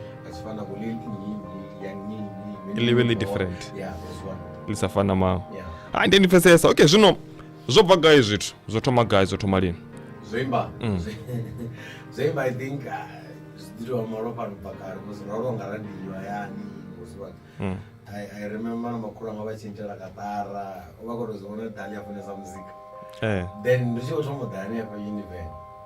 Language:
Venda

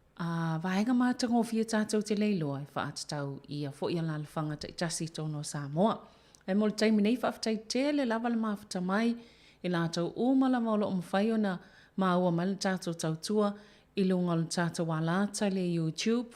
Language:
Samoan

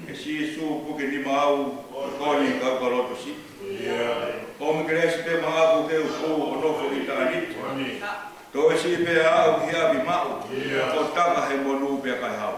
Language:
Tongan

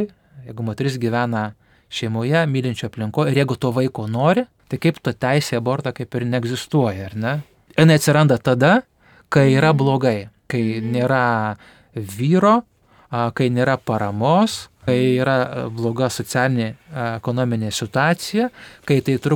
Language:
Lithuanian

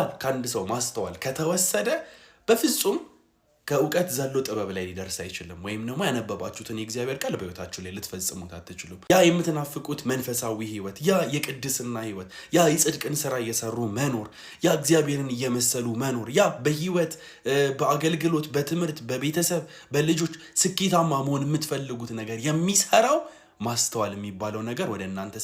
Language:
Amharic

